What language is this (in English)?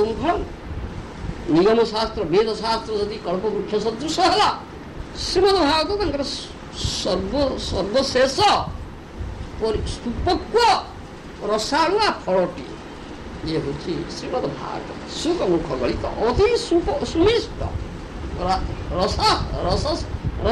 Odia